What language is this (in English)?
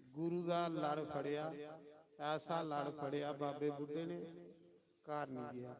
Dogri